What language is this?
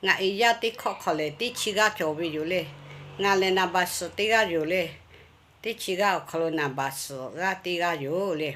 Lahu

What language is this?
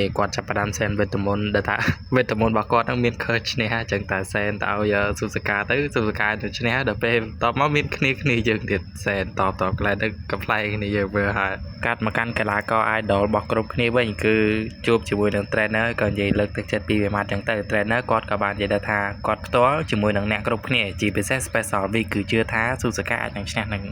Khmer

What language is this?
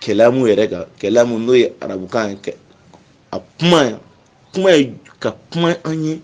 Bambara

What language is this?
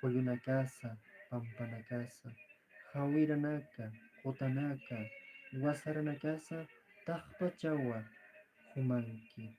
Aymara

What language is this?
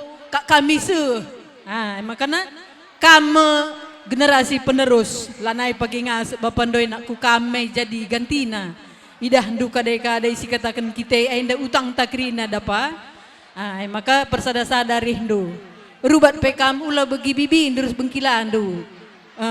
Batak Karo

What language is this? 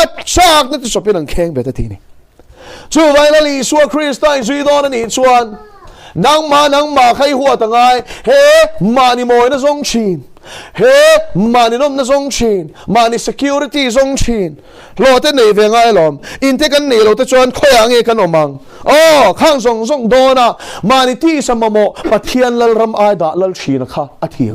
Mizo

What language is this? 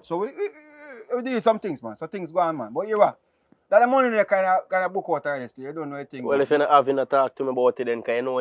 Jamaican Creole English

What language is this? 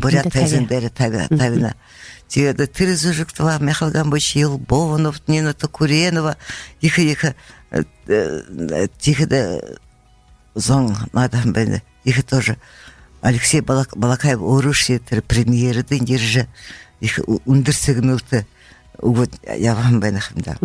Buriat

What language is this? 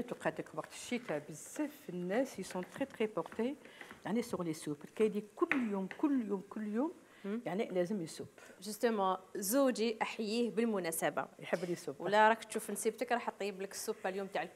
Algerian Arabic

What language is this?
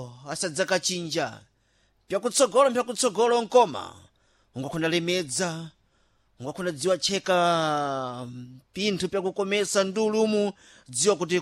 Sena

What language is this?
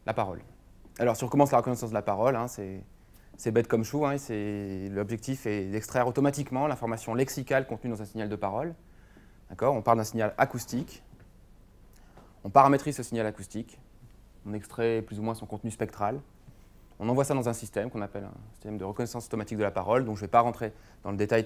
French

